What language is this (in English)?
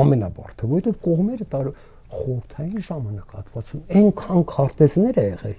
Armenian